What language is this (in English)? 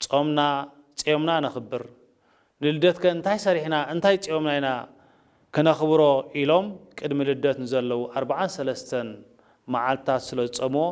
Tigrinya